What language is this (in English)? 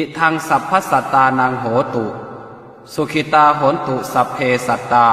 Pali